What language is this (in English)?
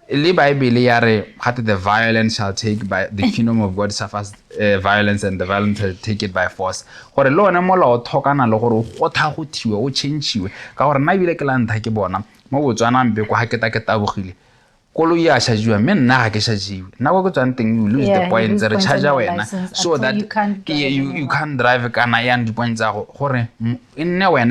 Tswana